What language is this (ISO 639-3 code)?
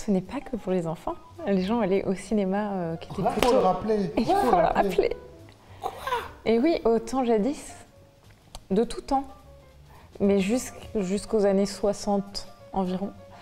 fra